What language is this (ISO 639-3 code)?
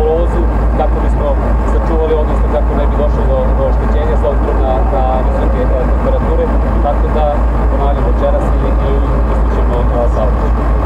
srp